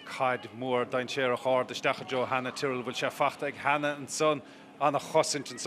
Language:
Irish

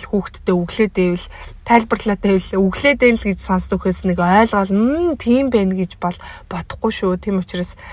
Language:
Mongolian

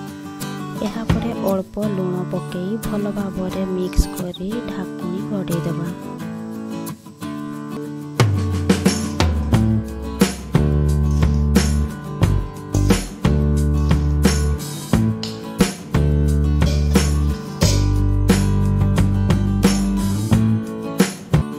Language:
Odia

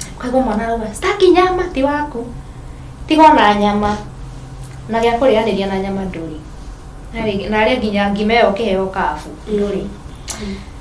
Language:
Kikuyu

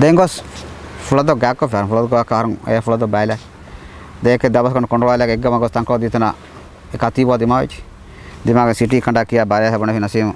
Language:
Divehi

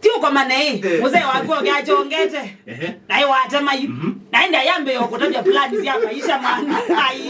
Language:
Kamba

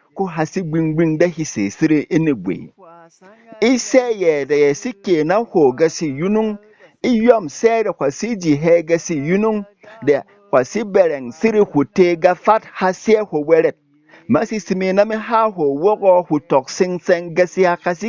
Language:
Berom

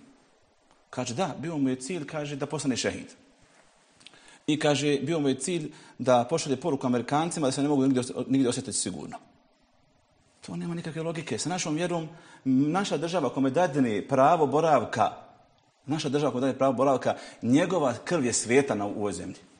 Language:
Bosnian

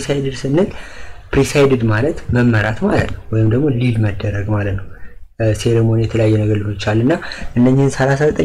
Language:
Amharic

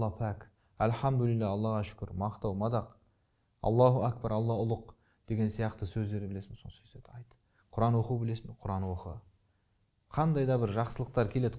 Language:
Kazakh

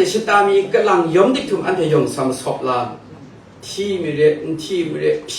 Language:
Kachin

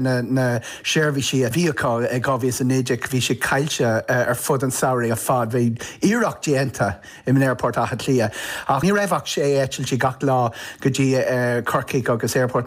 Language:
Irish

